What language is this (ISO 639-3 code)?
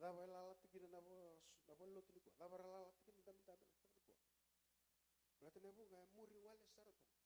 fij